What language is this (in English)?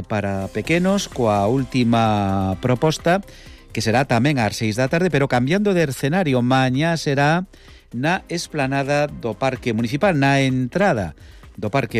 Galician